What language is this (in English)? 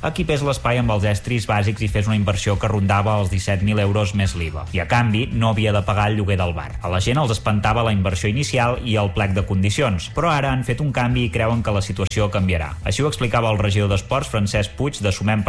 Catalan